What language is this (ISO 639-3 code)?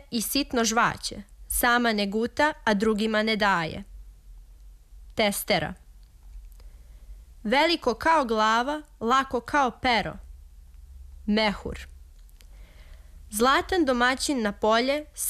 srp